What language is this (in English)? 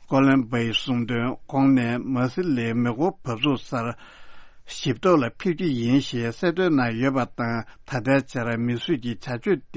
Tibetan